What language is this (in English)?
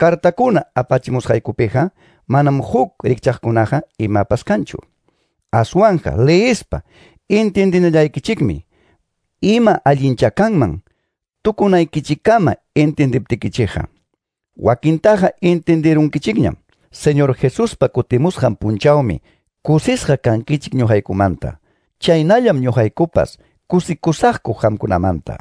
Quechua